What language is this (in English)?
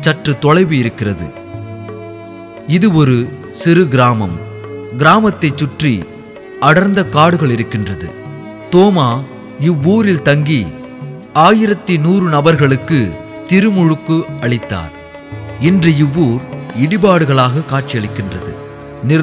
Tamil